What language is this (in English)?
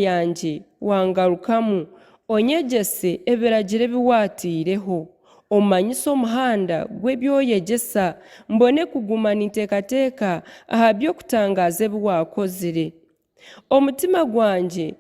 Nyankole